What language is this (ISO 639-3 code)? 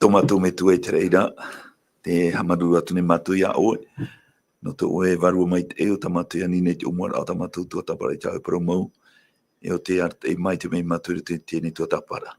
tah